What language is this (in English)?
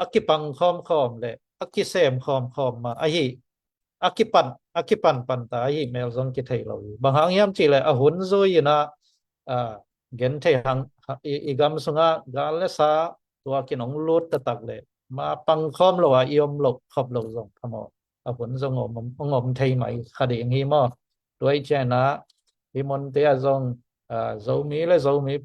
Tedim Chin